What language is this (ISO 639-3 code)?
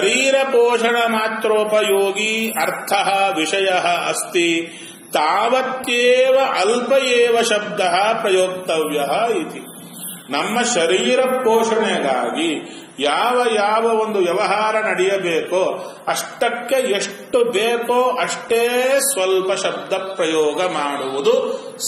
kan